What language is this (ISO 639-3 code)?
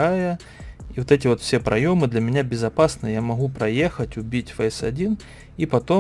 rus